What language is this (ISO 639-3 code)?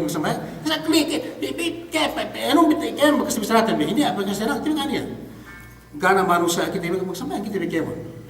yka